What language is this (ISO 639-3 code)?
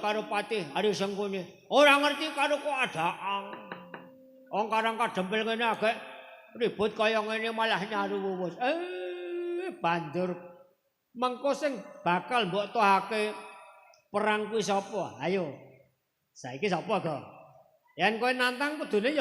jav